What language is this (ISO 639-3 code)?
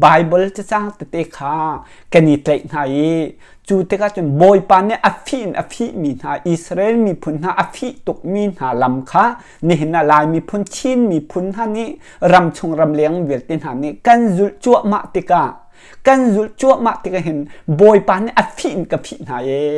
cnh